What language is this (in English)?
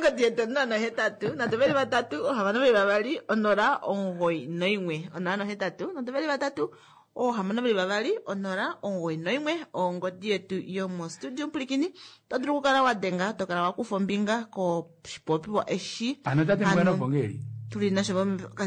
Kuanyama